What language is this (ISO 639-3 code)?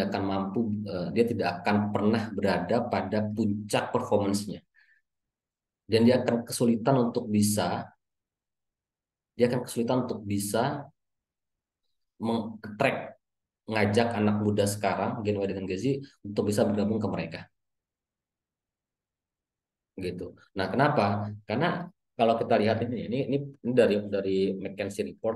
ind